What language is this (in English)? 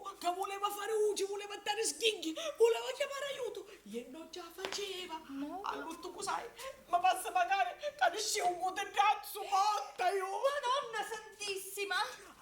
Sicilian